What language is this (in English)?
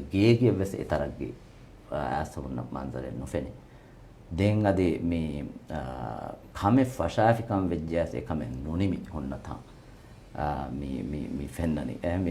Divehi